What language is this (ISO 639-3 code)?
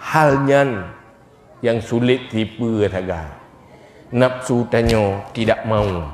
ace